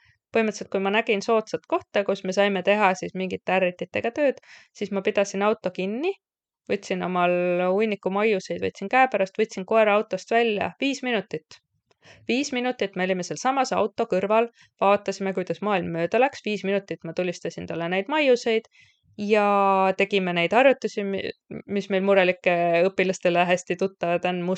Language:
Estonian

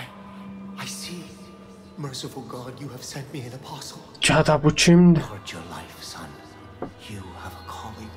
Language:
South Azerbaijani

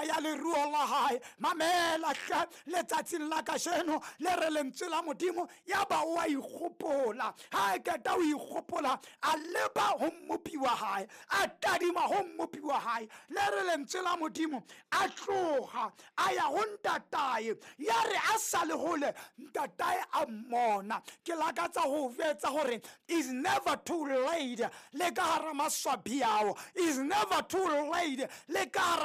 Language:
Southern Sotho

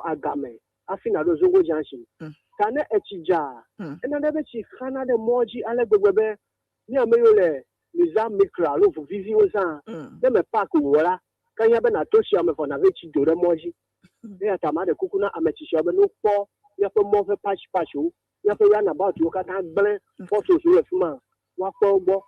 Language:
Ewe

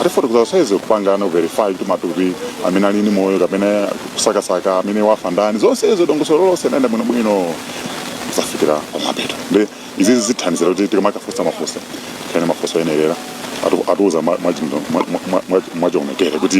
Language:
Nyanja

